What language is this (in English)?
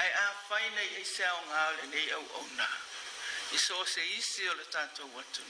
Samoan